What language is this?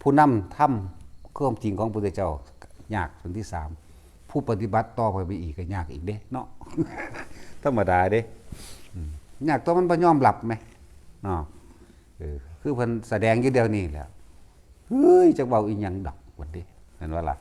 Lao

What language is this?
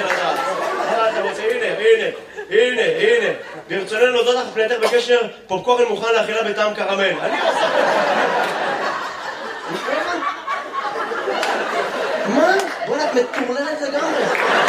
Hebrew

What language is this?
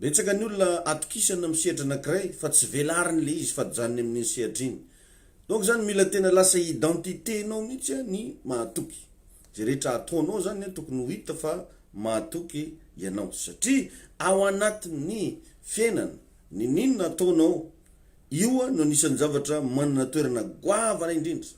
Malagasy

